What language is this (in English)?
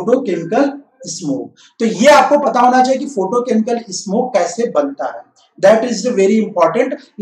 Hindi